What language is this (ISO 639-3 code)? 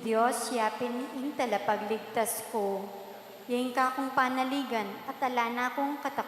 pam